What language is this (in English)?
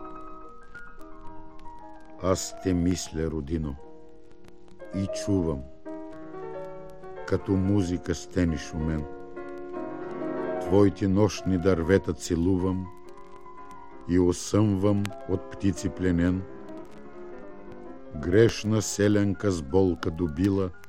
Bulgarian